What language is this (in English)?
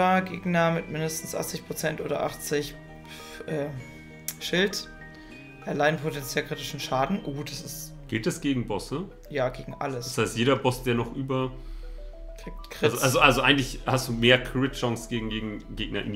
German